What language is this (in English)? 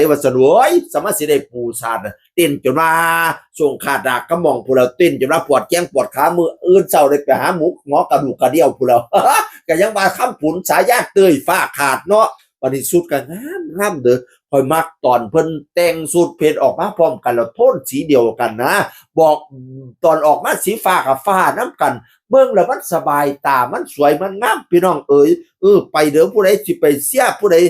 Northeastern Thai